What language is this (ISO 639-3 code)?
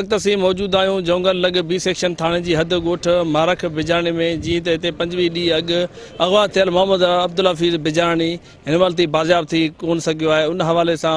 snd